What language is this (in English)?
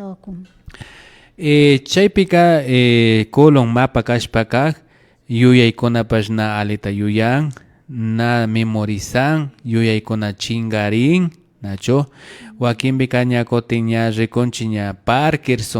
Imbabura Highland Quichua